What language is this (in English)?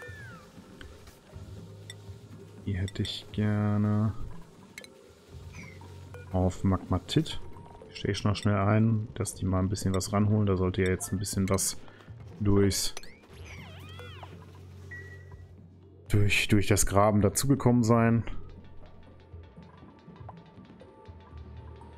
German